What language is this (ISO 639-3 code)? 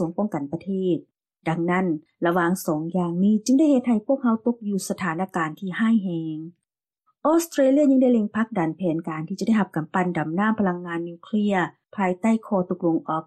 lao